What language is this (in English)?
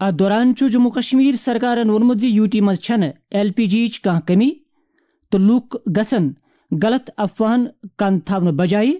Kashmiri